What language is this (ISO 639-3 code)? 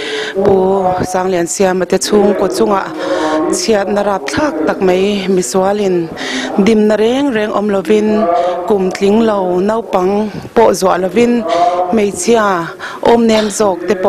lus